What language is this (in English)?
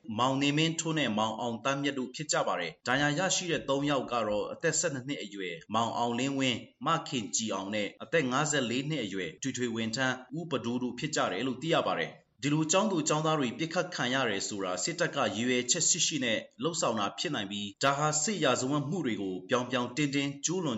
Burmese